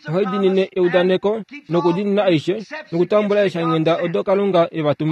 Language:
Kuanyama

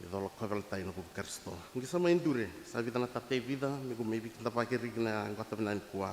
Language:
Fijian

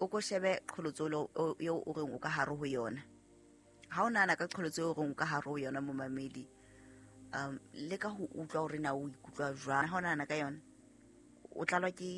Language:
Southern Sotho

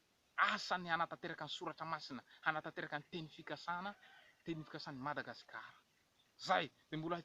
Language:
Malagasy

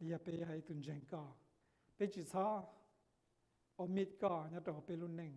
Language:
Hmong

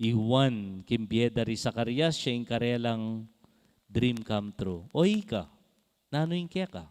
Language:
Pampanga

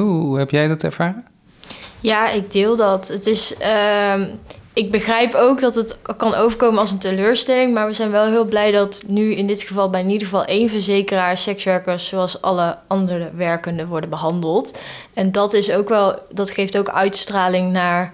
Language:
Dutch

